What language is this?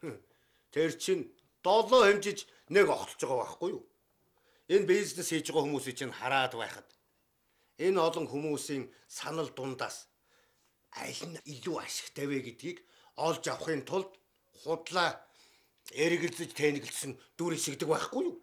Mongolian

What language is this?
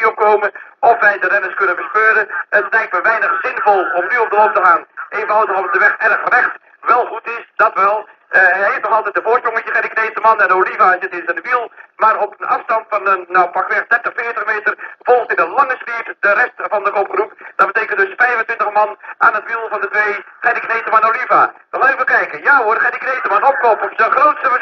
Dutch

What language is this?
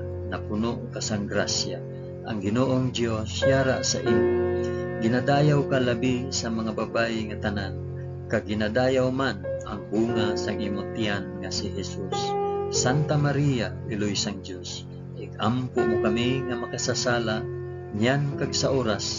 Hiligaynon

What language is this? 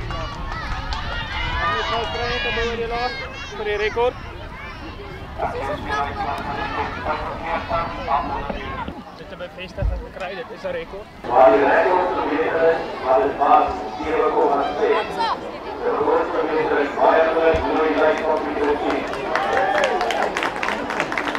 Afrikaans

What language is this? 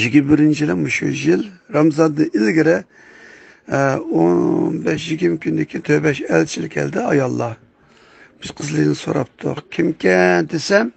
Uyghur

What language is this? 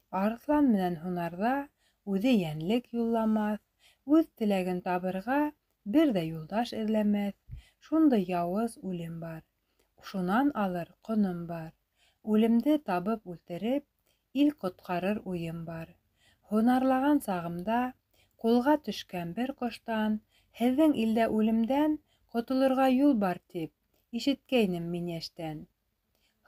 Bashkir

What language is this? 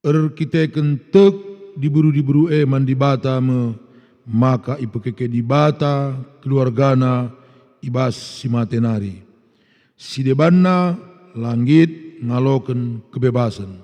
Batak Karo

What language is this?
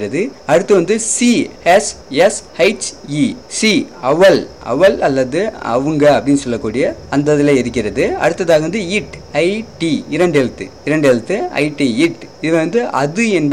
Tamil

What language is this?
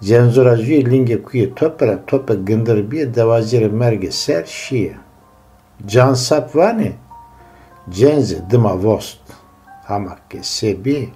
Zaza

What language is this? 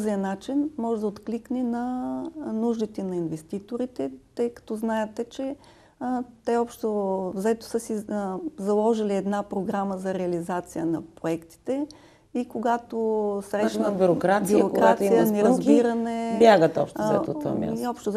Bulgarian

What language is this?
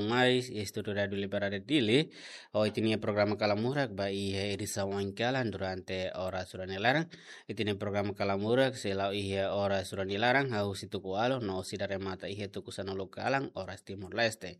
Tetum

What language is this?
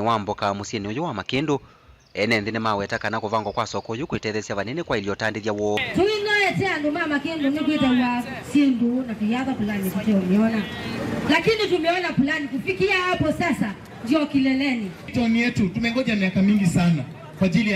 Kamba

